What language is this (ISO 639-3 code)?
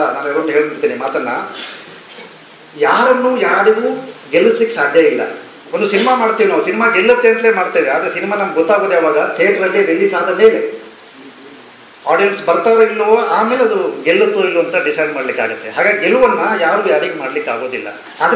kan